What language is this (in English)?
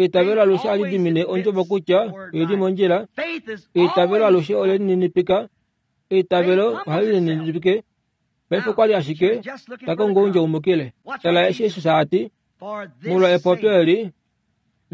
Kuanyama